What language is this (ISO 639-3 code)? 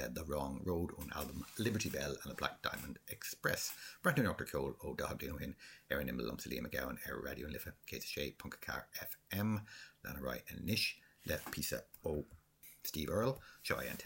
gle